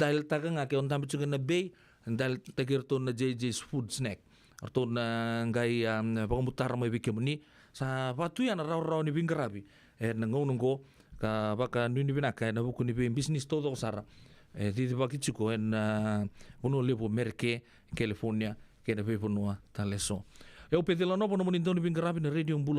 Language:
Fijian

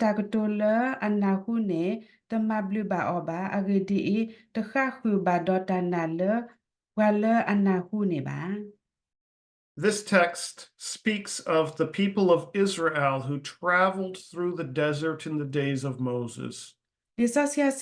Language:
S'gaw Karen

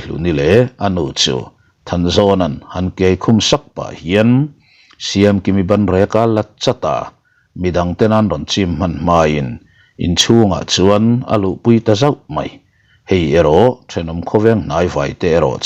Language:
Mizo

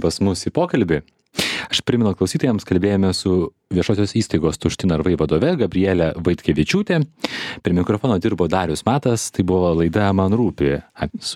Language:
Lithuanian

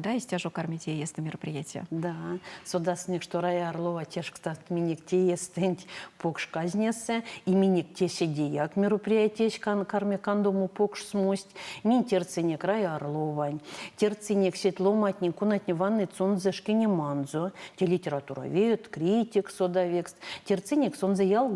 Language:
Erzya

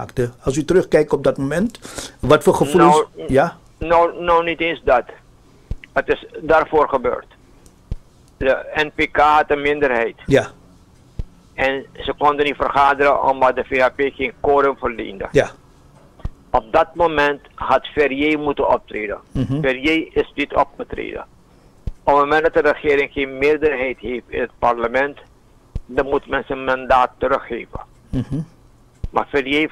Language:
Dutch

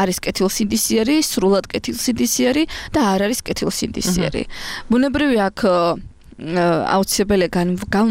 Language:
Georgian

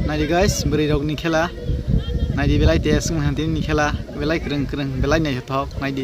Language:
Kok Borok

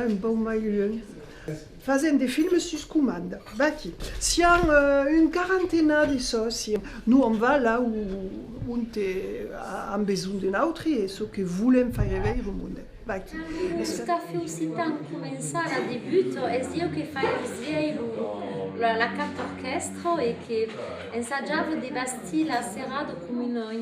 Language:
Occitan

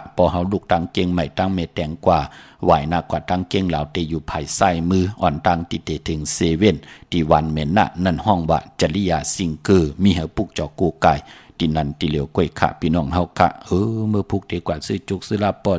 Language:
Shan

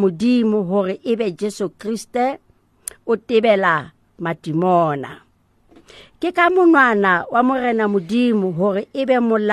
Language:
Southern Sotho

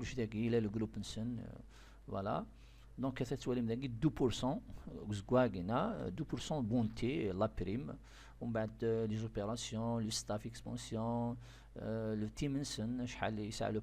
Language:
Kabyle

